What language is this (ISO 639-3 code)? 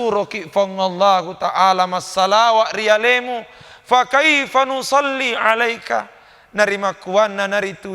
bug